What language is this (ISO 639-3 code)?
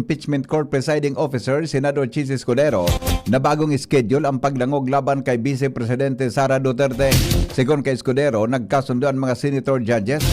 bik